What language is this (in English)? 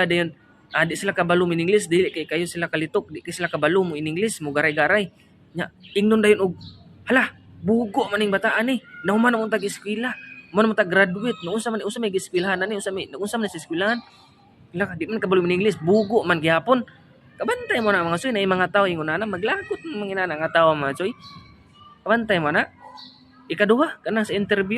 Cebuano